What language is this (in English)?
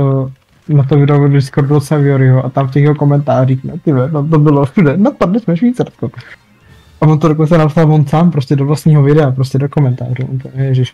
Czech